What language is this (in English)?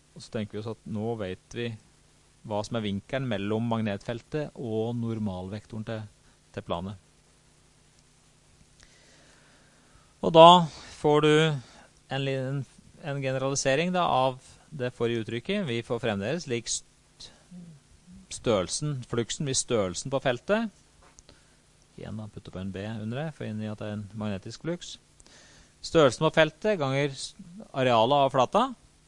Norwegian